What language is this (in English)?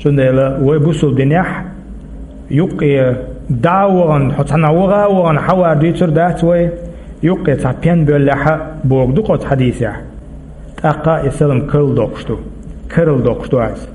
Chechen